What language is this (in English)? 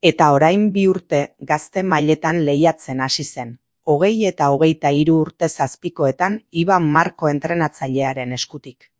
Basque